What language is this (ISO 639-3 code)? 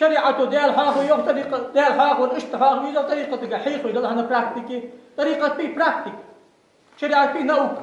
inh